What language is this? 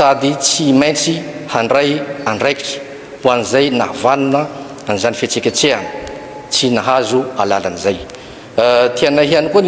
Malagasy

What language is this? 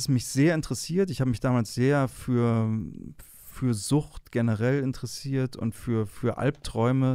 German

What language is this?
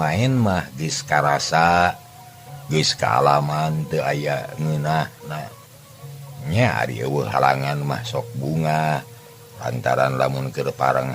Sundanese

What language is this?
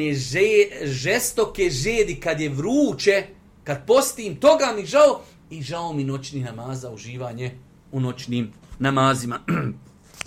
Bosnian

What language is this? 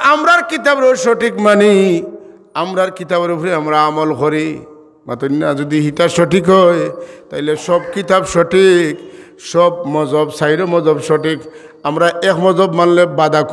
Sylheti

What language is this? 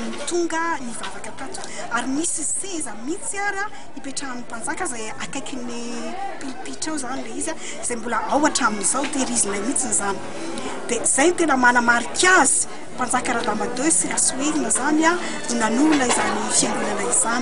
Malagasy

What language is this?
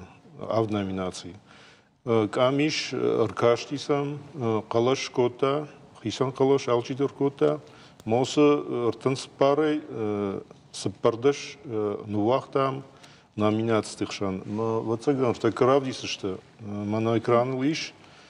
Ossetic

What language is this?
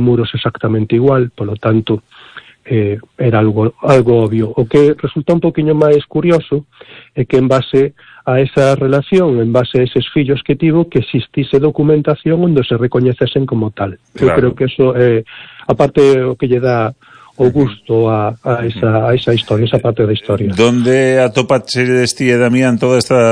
Galician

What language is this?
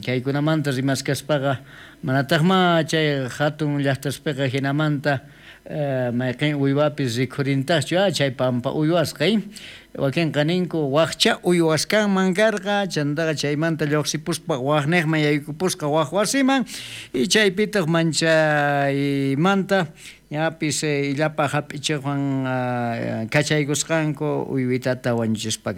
South Bolivian Quechua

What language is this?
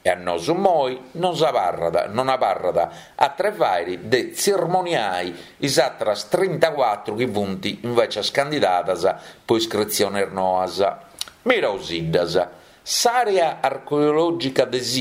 Sardinian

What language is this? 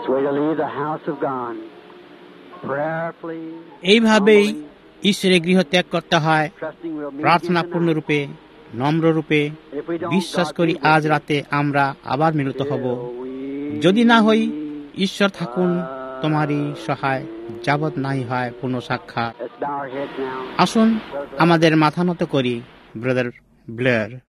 Bangla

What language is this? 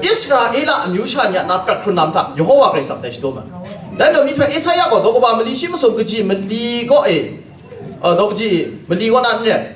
Kachin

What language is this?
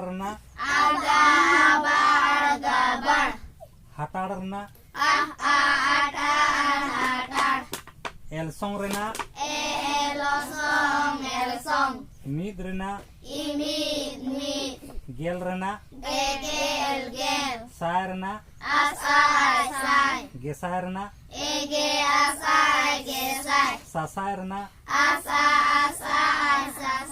Santali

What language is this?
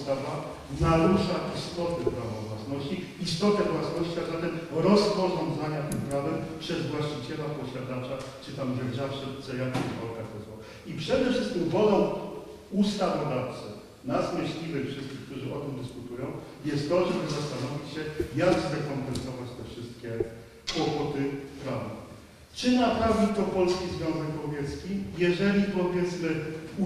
Polish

